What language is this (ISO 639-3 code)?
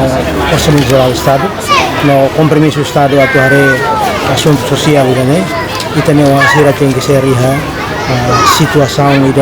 tet